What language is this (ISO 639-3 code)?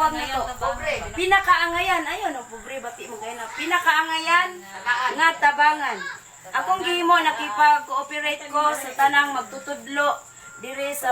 ceb